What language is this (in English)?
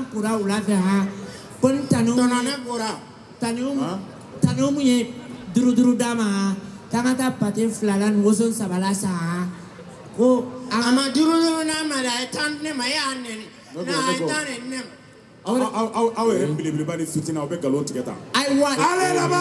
Bambara